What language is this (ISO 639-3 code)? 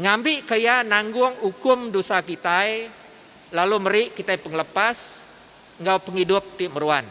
iba